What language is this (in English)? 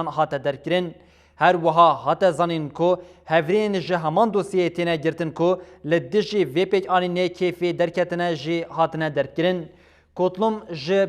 Kurdish